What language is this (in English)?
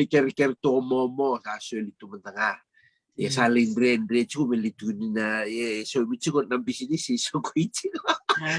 Fijian